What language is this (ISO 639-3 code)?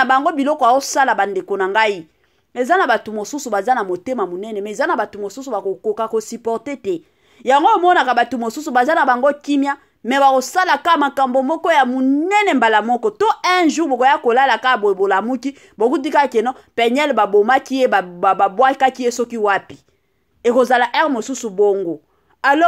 lin